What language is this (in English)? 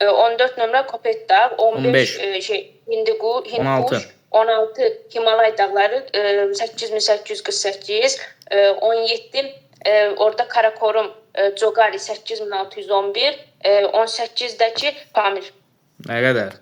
Azerbaijani